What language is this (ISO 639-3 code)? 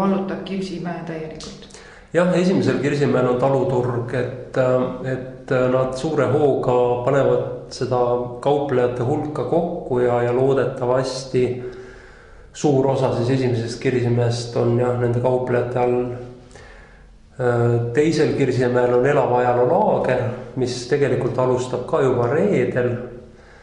est